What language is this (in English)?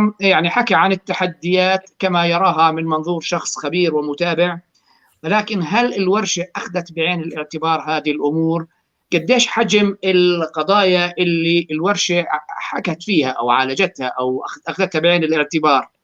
North Levantine Arabic